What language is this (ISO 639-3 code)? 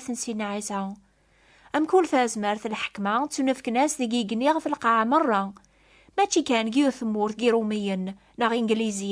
kab